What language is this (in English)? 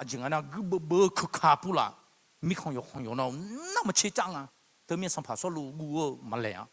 Akha